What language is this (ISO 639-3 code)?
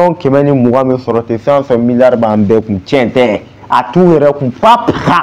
bam